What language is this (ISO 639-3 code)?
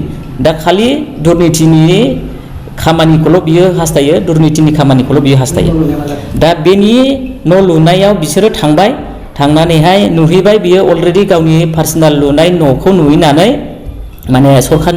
brx